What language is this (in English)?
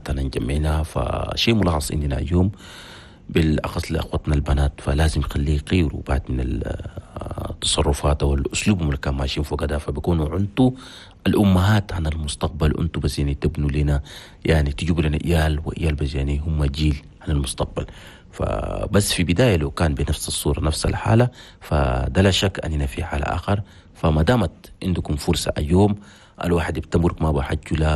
Chadian Arabic